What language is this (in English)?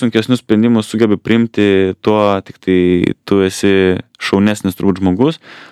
Lithuanian